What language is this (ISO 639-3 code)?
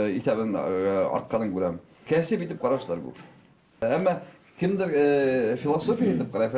bak